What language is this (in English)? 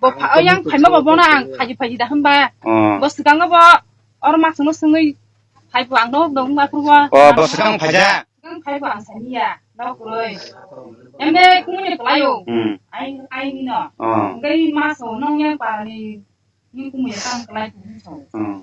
Kok Borok